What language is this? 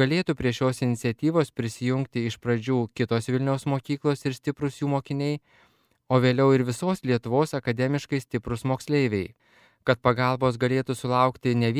Lithuanian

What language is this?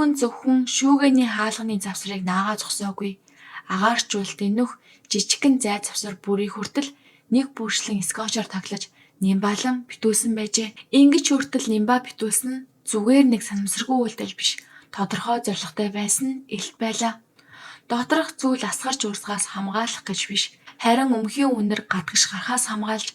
Mongolian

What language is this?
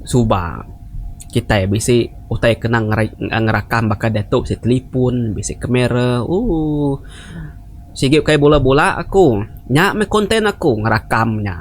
Iban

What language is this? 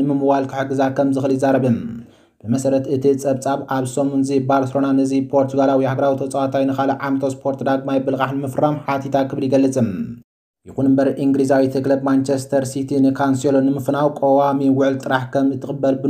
Tigrinya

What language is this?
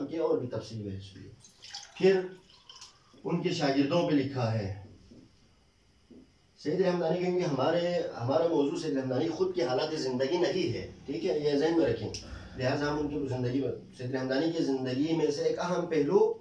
Urdu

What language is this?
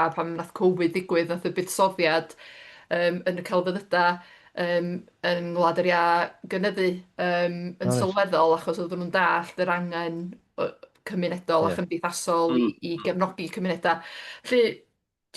Welsh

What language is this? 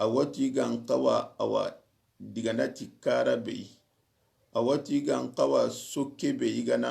Soninke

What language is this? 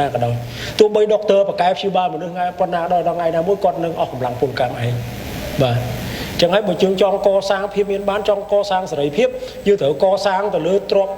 Khmer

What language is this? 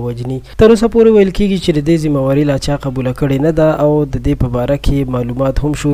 Pashto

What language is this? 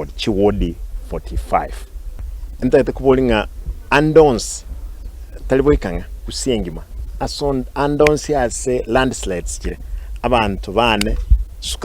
Gusii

